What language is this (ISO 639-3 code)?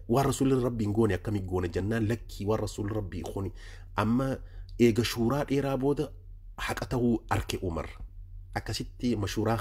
orm